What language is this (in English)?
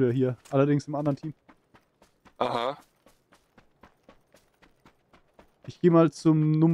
German